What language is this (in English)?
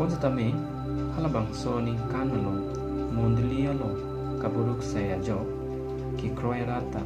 Karbi